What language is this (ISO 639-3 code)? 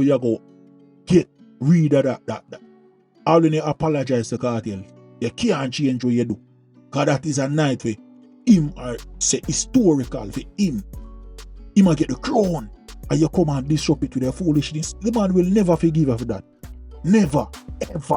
jam